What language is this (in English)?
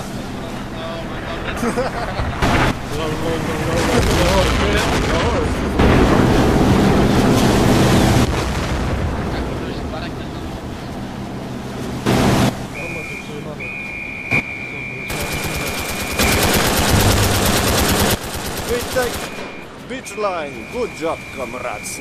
Polish